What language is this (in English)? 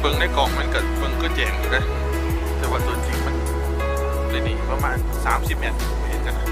Lao